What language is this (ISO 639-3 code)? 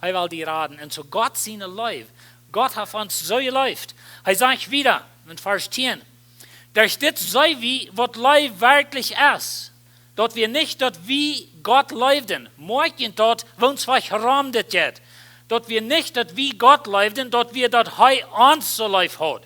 pdt